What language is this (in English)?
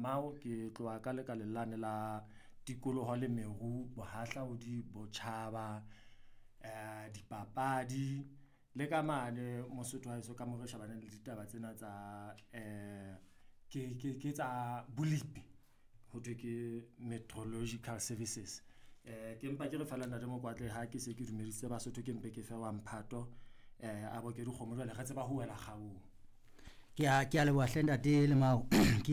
Southern Sotho